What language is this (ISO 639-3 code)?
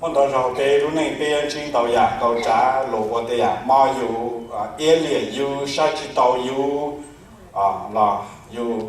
hmn